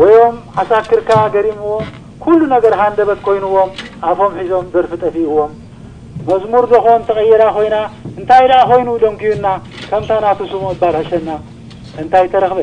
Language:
Tigrinya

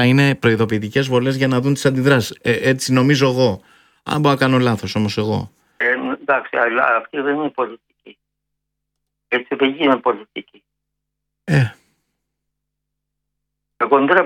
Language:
Greek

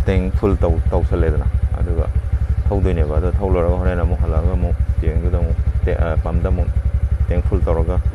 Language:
Manipuri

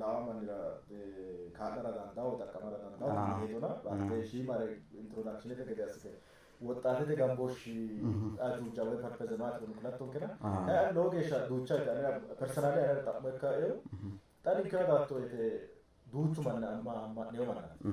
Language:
Sidamo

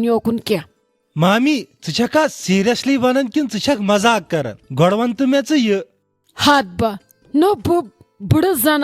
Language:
Kashmiri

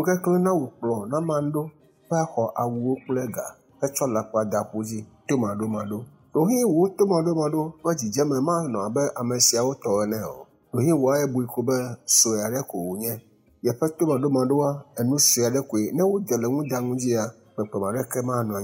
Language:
Ewe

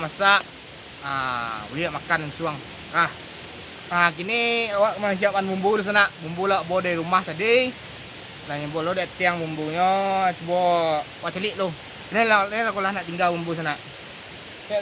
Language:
Minangkabau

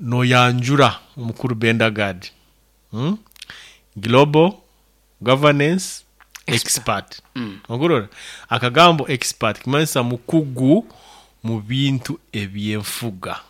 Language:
Nyoro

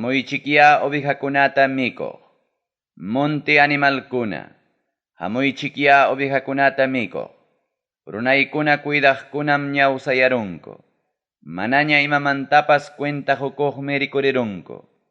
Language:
Ayacucho Quechua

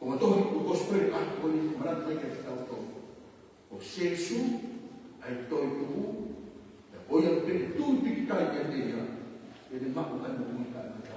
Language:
Tongan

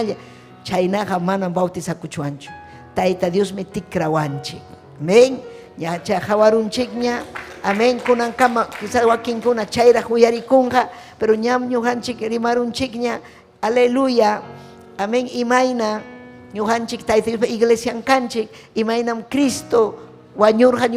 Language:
Ayacucho Quechua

